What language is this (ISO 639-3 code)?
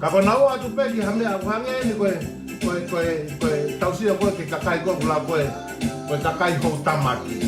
ton